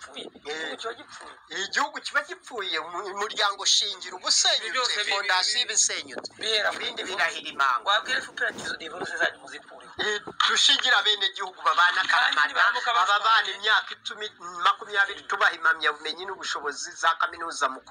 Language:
Kinyarwanda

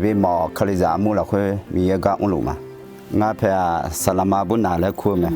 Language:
Akha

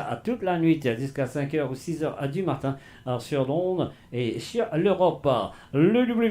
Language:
Morisyen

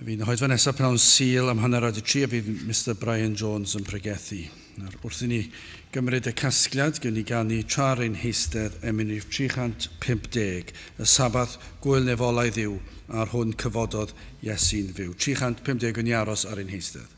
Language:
Welsh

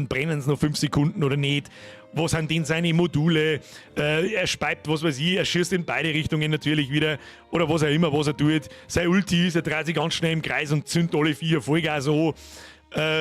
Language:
Bavarian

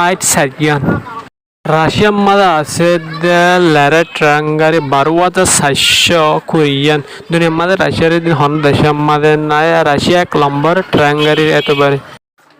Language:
Rohingya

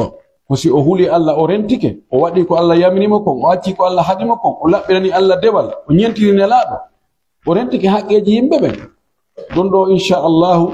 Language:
Pular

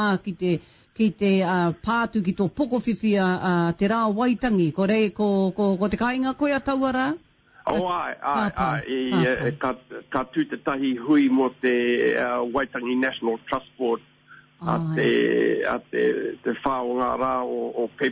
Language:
Māori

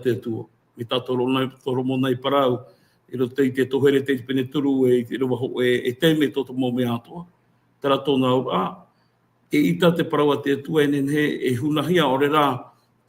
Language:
Tahitian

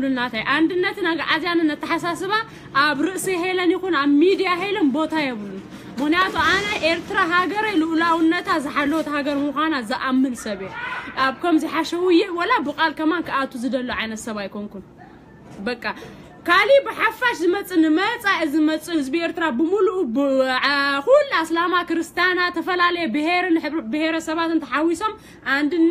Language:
Tigrinya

